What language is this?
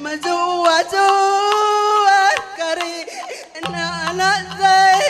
Batak Karo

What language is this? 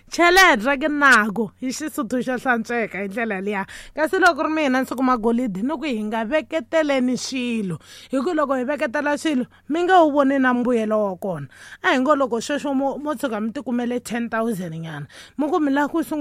Tsonga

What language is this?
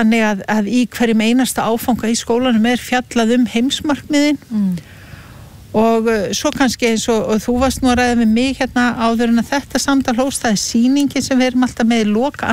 Icelandic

